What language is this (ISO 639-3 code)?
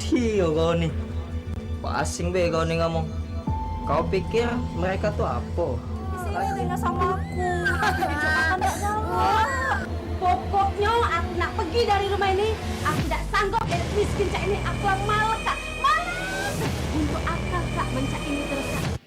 mui